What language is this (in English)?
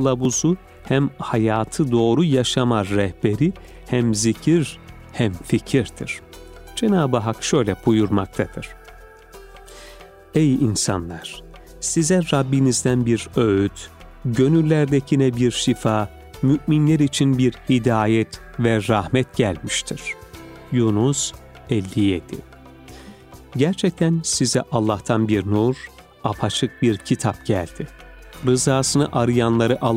Turkish